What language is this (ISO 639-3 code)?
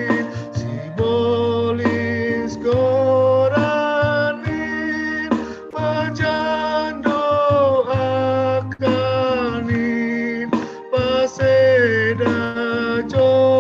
bts